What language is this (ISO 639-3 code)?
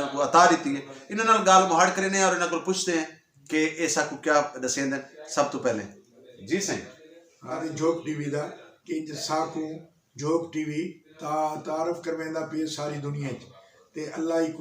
skr